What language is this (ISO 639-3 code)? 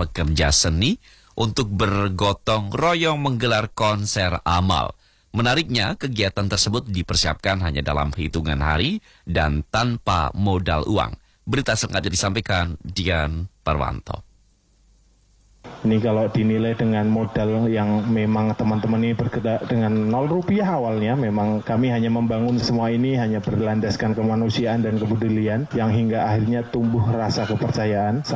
ind